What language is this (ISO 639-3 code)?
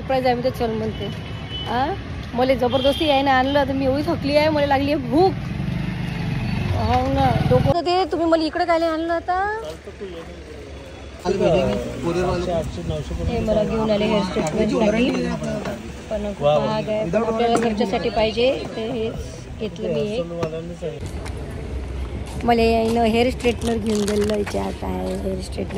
mar